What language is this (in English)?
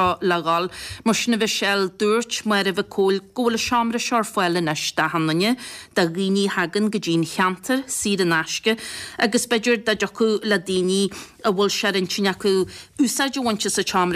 Irish